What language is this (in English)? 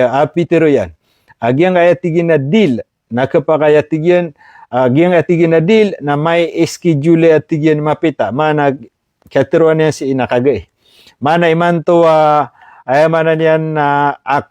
Maranao